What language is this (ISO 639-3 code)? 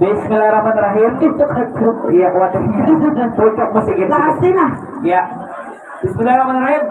bjn